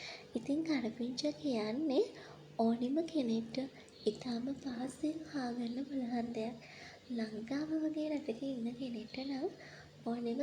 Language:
Sinhala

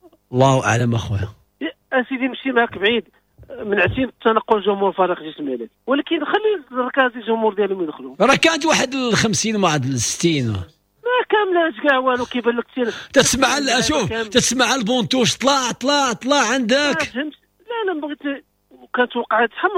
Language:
Moroccan Arabic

